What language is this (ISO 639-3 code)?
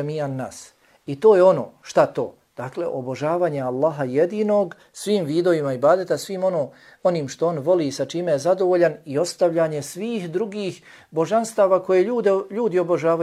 bos